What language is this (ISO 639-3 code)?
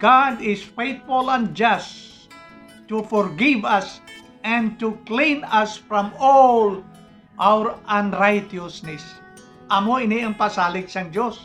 hil